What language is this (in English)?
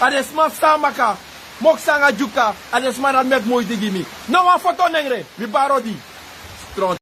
Sranan Tongo